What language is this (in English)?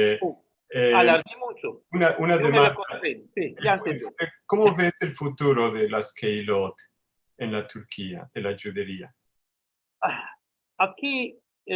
Ladino